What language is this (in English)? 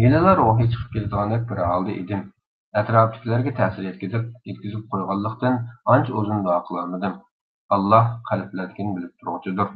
Uyghur